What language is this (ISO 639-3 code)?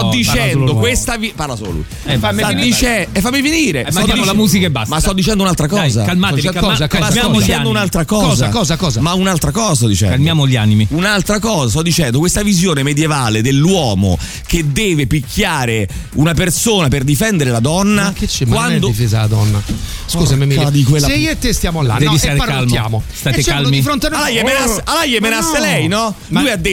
ita